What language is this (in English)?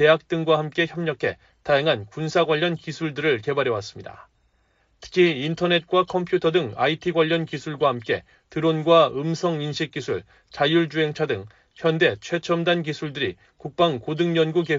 Korean